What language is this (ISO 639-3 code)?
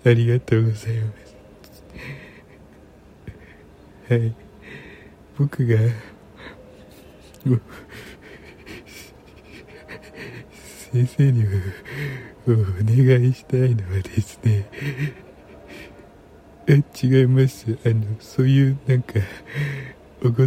jpn